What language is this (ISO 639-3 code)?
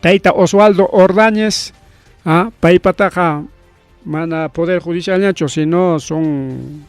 quy